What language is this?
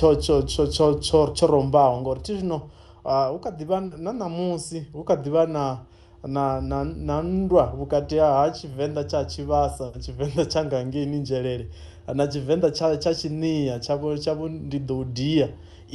Venda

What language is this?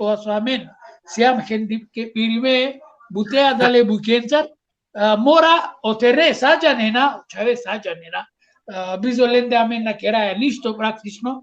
Balkan Romani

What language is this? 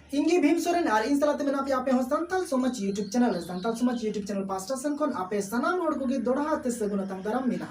Santali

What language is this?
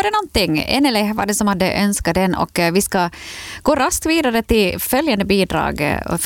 Swedish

